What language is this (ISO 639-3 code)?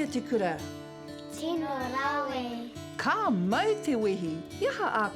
mri